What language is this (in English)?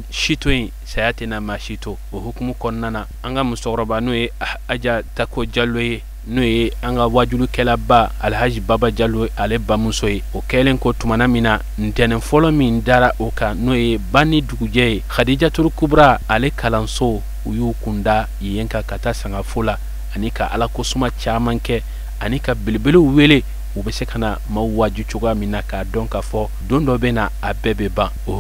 Bambara